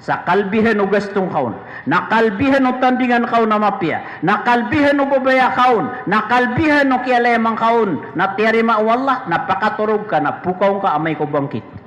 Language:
Maranao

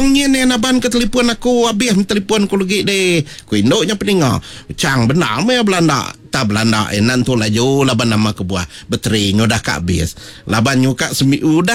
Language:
Iban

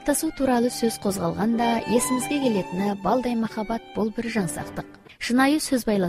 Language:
Kazakh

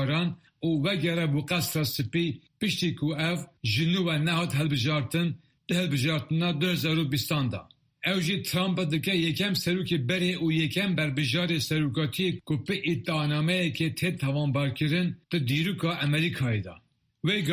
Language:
Kurdish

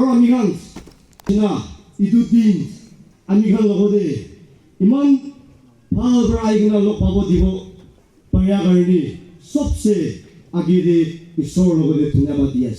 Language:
Naga Pidgin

